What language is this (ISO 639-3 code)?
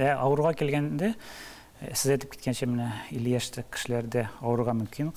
tat